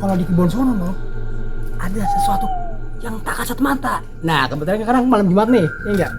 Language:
Betawi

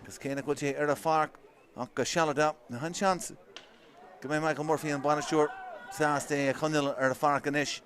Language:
Irish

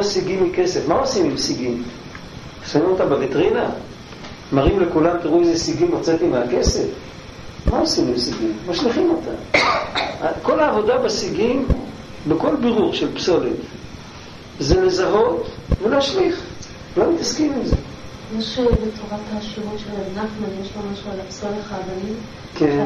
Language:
Hebrew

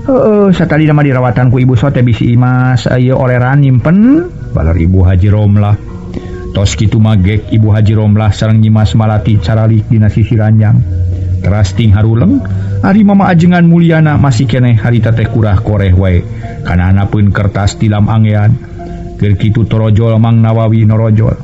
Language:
Sundanese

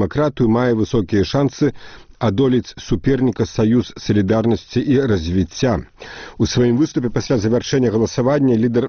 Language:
Belarusian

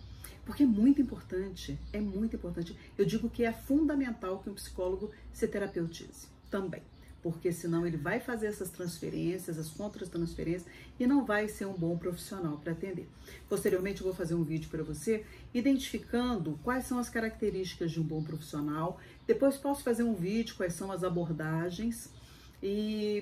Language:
Portuguese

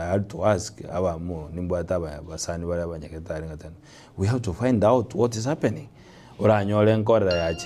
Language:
Gusii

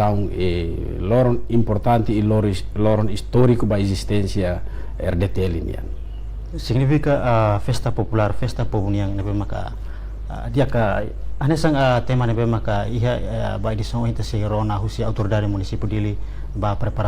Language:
Tetum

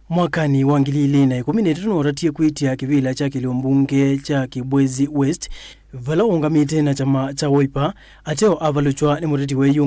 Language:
Kamba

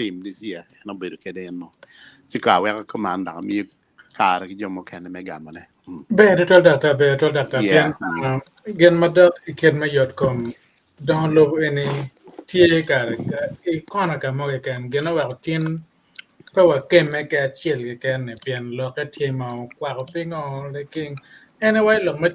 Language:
Acoli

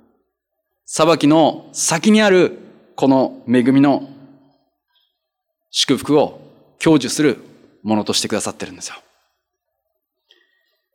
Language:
Japanese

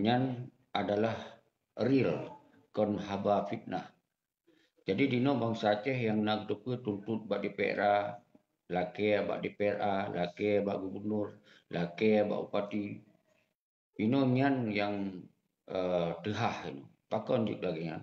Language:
Achinese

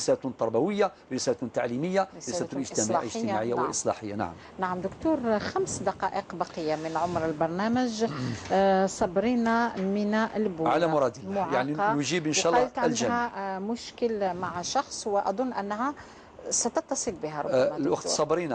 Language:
Algerian Arabic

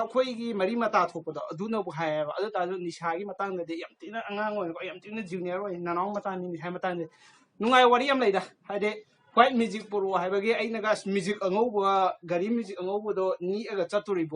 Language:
Manipuri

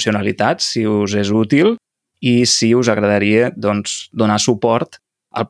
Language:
Catalan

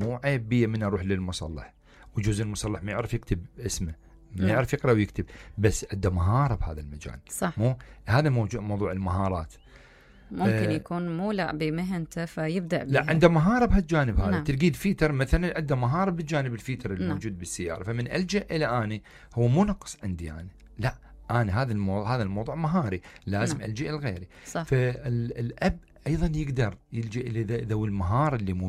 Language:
Mesopotamian Arabic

